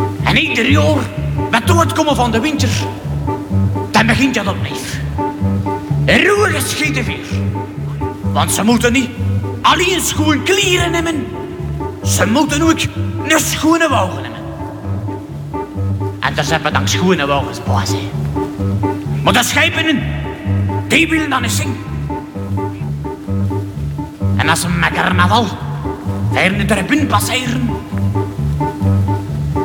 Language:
Dutch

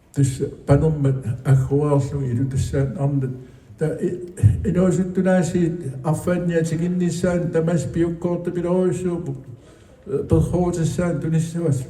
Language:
Kalaallisut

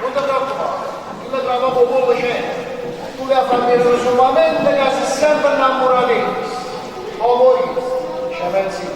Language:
Neapolitan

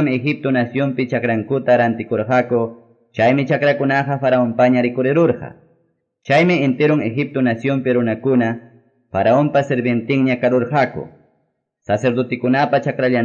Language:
Quechua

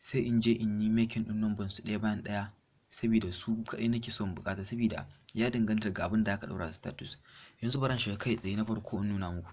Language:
Hausa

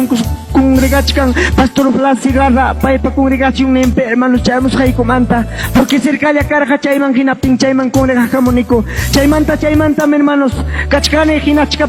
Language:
Ayacucho Quechua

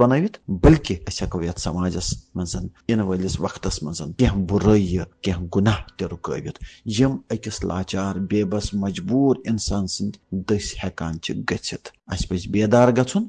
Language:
Kashmiri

